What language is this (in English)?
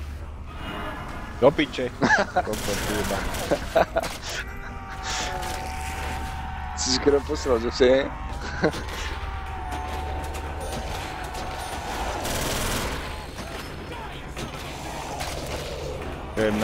Slovak